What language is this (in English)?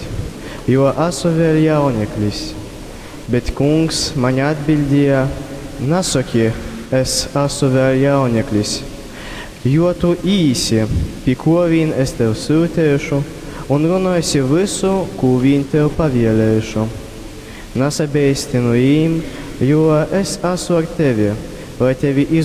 Latgalian